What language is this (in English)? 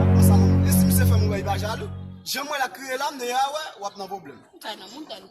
Haitian Creole